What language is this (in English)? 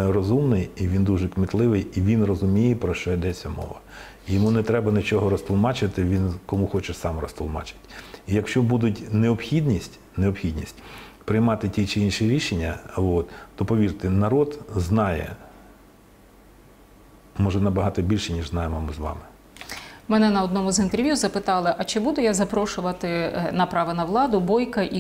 Ukrainian